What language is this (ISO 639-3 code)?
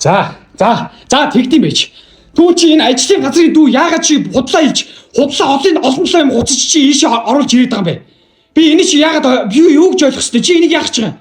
mon